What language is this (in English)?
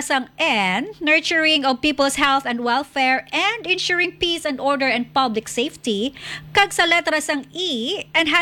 Hiligaynon